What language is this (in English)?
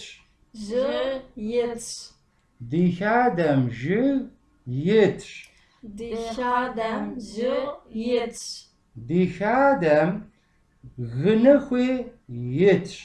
Kabardian